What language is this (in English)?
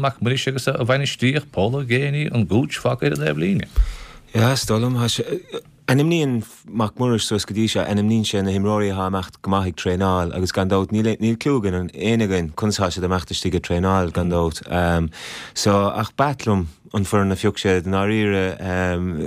Irish